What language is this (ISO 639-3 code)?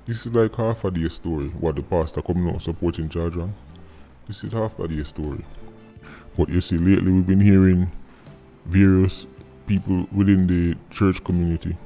jam